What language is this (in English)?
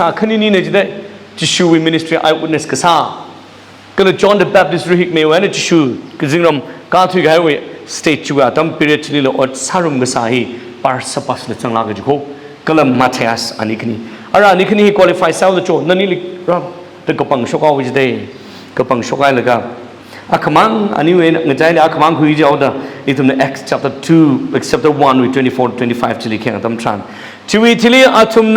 Tangkhul Naga (India)